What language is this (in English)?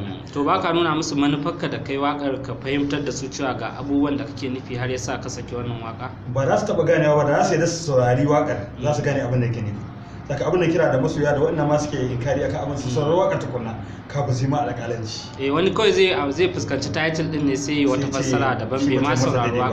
Hausa